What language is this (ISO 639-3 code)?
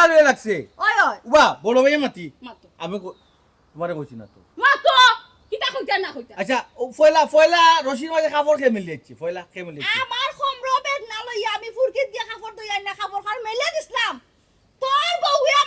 syl